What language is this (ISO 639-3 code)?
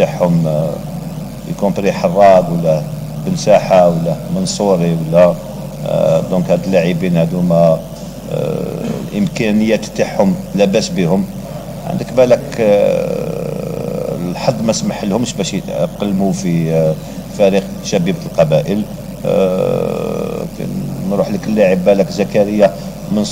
arq